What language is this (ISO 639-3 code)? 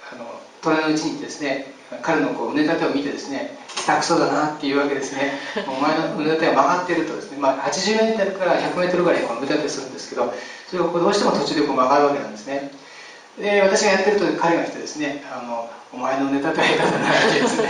jpn